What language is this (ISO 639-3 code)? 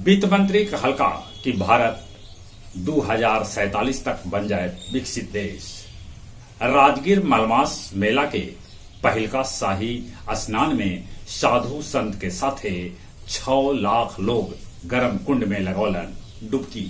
mag